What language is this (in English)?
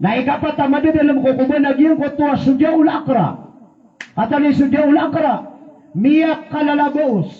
Maranao